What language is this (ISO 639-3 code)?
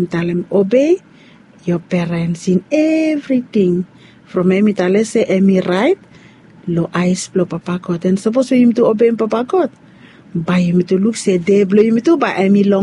bis